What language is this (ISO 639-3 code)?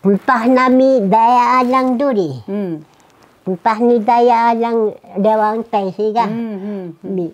trv